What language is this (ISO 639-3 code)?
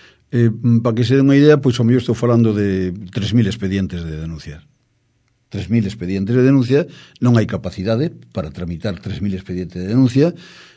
glg